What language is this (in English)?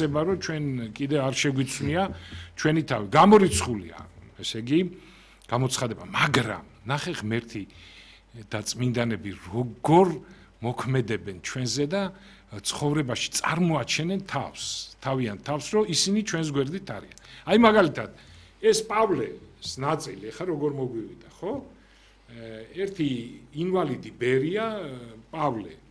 Georgian